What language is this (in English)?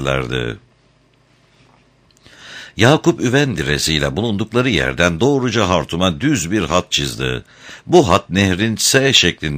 Turkish